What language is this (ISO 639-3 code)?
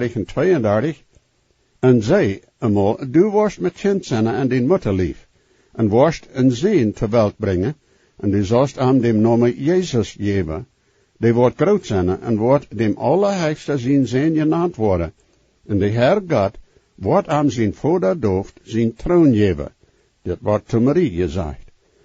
pdt